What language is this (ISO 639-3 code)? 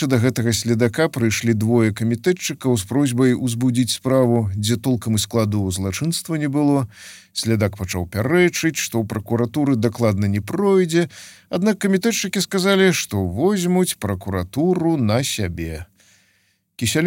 bel